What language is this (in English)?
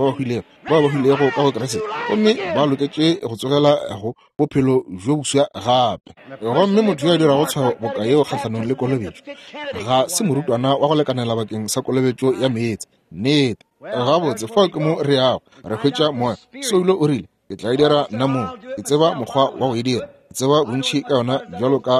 Northern Sotho